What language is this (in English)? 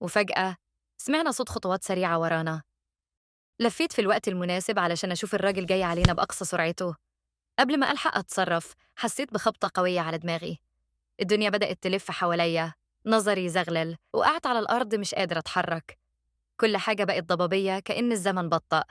Egyptian Arabic